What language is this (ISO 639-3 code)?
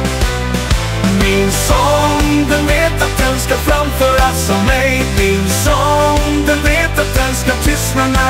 swe